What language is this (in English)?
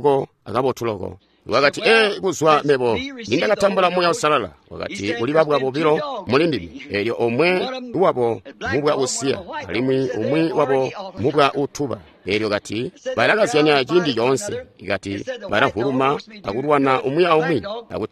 Tonga (Zambia)